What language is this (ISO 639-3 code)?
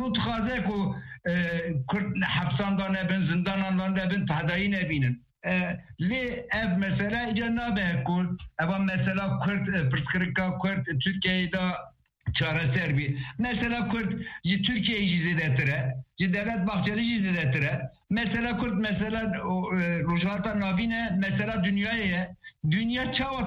kur